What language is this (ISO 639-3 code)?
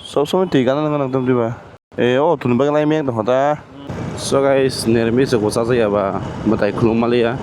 trp